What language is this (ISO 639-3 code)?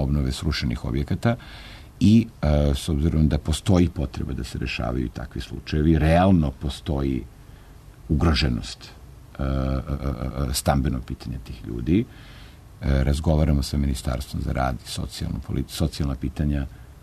srp